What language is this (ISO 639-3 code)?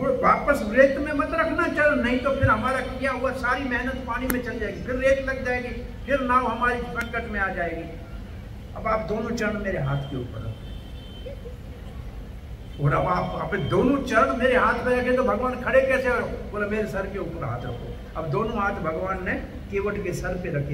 hin